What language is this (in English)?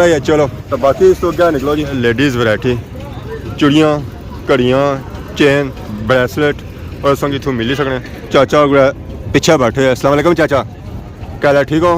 Pahari-Potwari